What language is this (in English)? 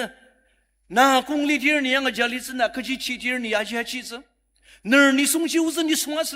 Ao Naga